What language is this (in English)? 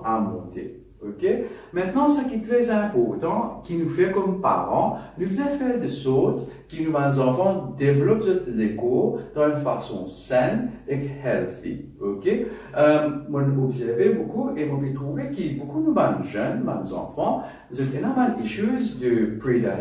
Morisyen